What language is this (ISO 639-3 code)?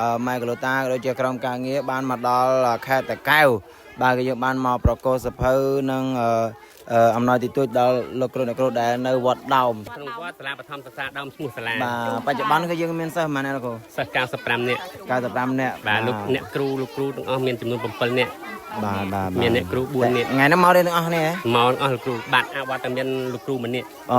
khm